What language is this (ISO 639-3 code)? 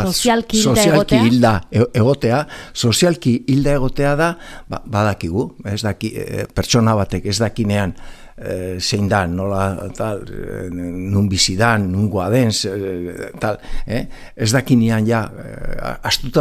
eus